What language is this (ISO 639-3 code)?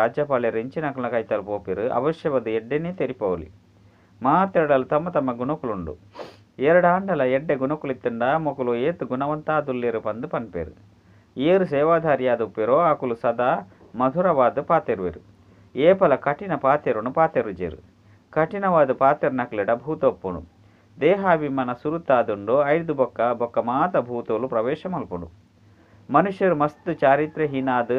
tcy